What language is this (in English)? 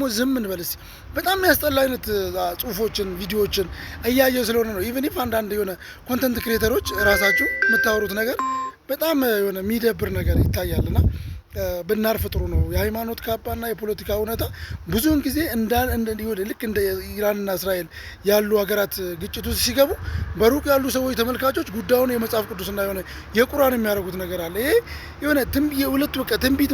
Amharic